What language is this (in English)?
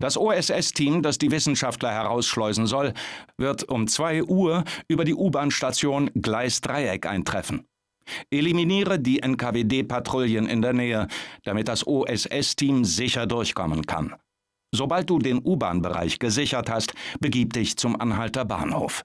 Bavarian